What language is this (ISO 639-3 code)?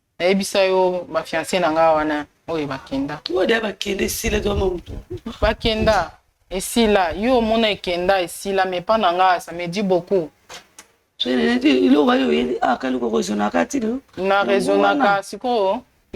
lin